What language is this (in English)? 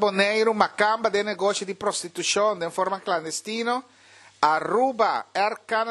Papiamento